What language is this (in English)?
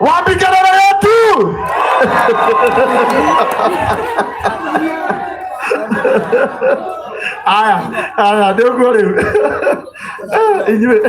Kikuyu